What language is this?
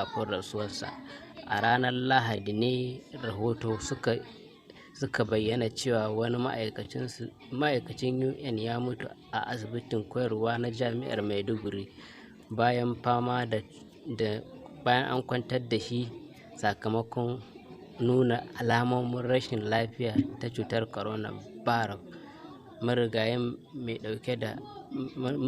Hausa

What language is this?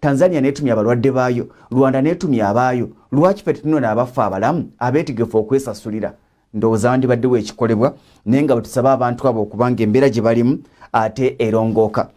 Ganda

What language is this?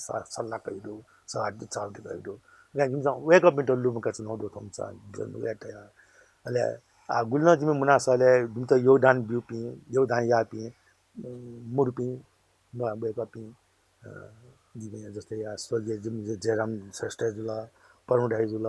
Newari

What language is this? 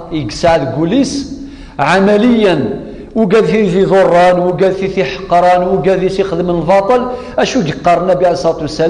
Kabyle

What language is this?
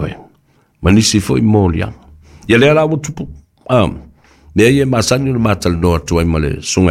Samoan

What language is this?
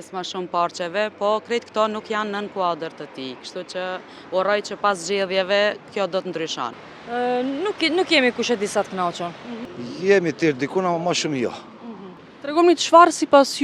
Albanian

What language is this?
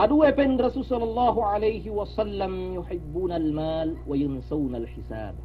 Yakan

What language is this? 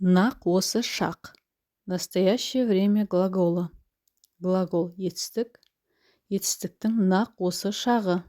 Kazakh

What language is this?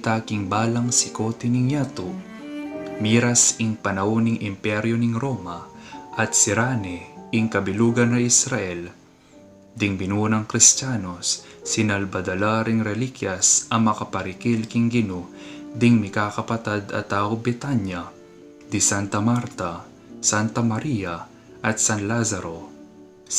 Pampanga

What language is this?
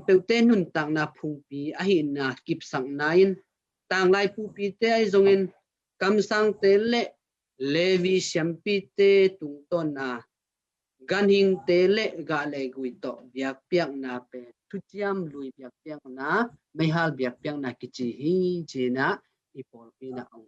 Tedim Chin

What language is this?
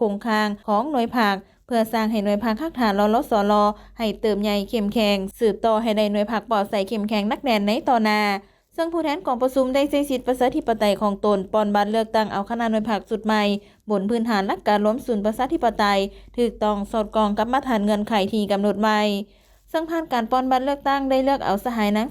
Lao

